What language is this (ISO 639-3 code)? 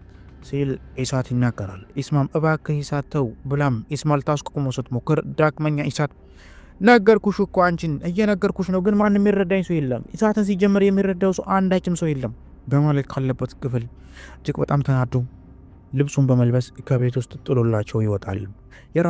amh